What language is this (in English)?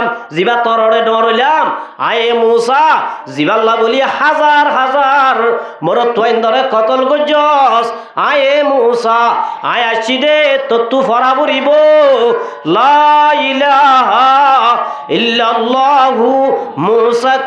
Rohingya